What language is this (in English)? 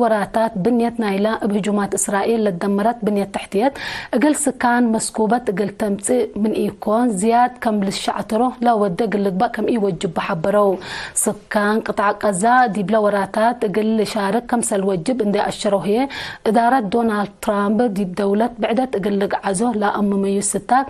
Tigre